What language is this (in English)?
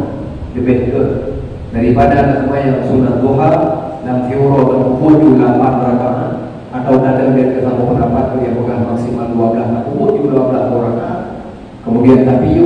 Achinese